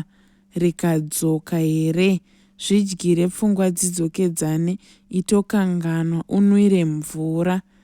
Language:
Shona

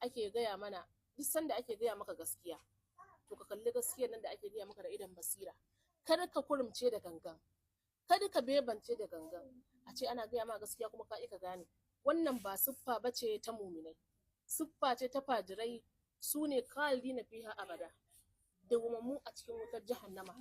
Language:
Hausa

